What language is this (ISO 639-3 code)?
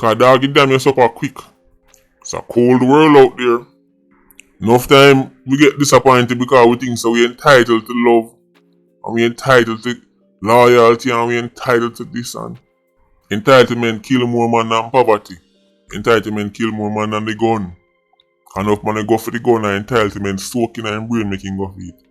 jam